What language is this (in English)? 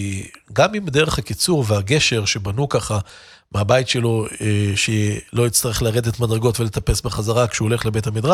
Hebrew